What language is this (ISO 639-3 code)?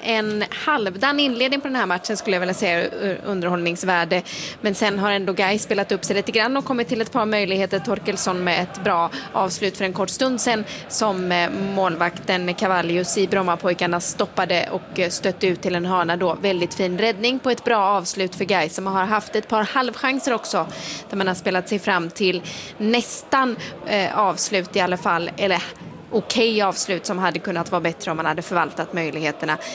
swe